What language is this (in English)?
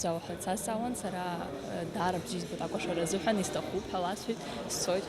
Abkhazian